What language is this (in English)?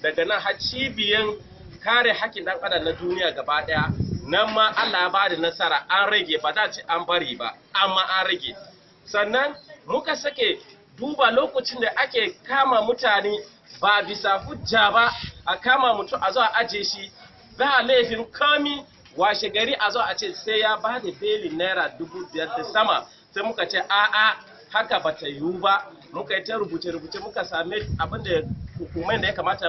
Hausa